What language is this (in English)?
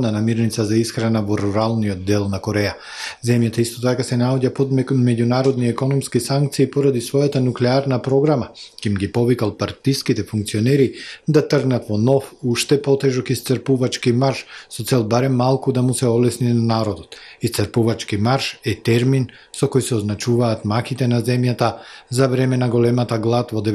Macedonian